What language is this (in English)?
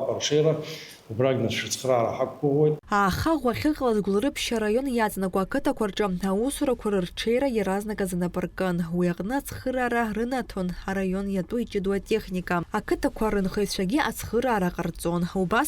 Abkhazian